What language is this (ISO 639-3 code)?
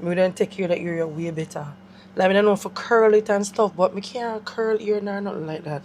jam